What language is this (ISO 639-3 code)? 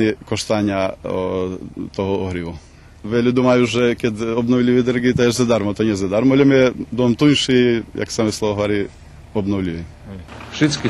rue